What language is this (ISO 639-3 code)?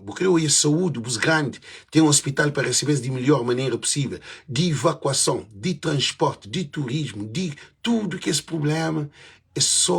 kea